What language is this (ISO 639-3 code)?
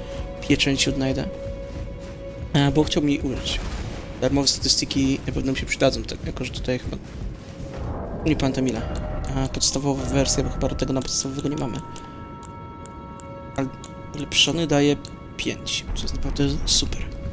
pol